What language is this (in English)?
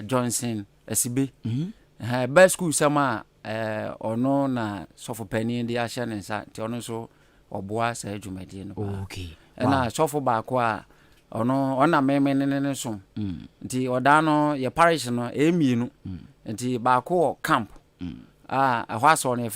Akan